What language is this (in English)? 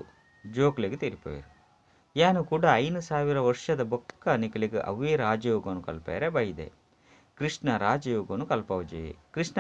Tulu